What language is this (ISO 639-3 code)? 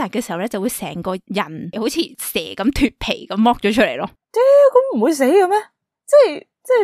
yue